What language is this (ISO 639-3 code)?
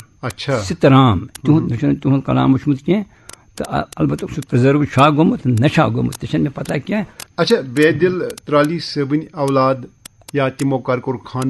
kas